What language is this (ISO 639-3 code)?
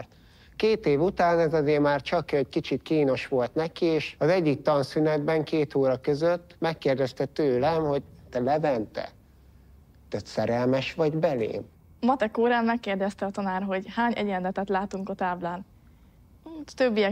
hun